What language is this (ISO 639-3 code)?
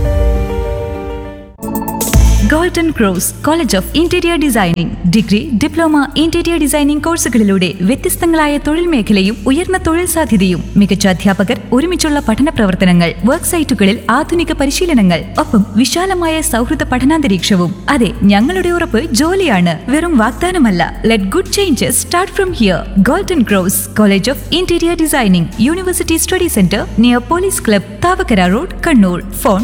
mal